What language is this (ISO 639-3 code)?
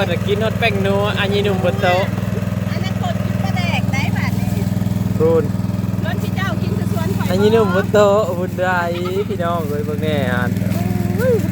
lao